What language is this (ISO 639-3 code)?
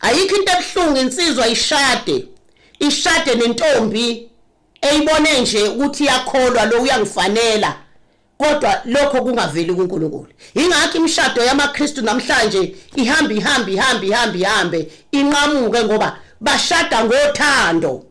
zul